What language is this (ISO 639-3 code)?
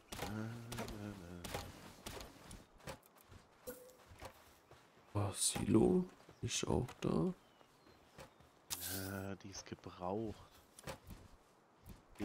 deu